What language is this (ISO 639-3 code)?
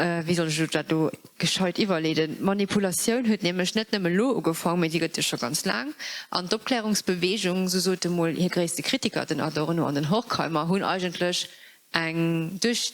ltz